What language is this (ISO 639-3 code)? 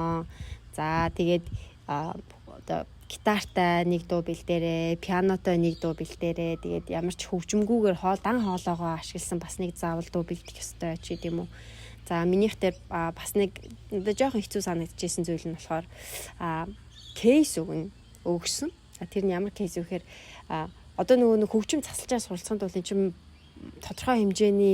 mon